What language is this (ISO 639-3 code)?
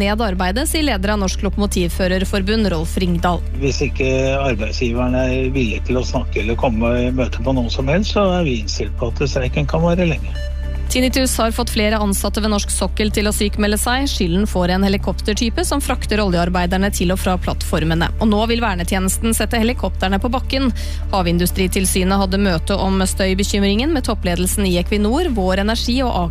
nor